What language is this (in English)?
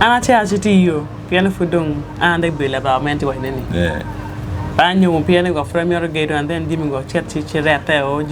Acoli